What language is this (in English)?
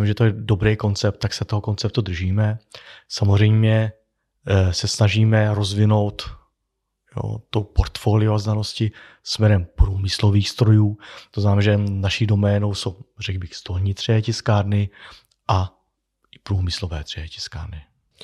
Czech